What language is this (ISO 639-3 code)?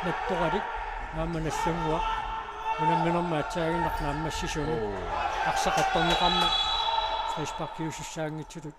kal